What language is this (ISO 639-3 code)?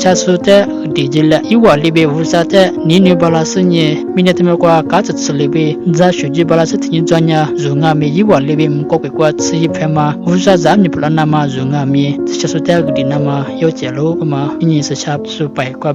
lis